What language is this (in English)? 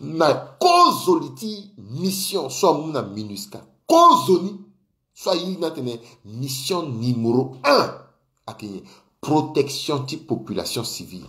Sango